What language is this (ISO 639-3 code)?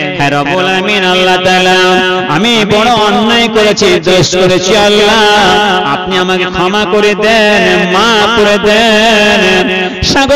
ben